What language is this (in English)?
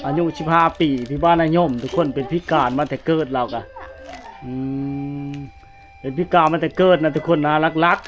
Lao